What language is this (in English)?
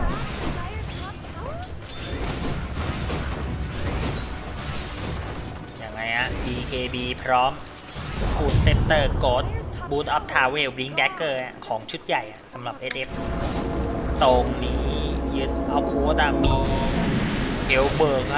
Thai